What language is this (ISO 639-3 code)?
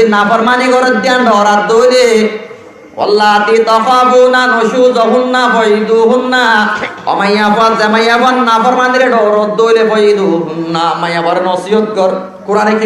rhg